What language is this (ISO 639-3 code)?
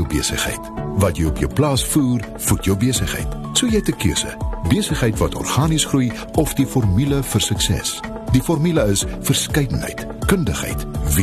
afr